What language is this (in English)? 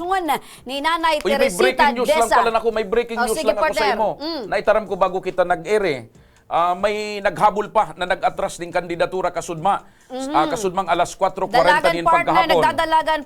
Bikol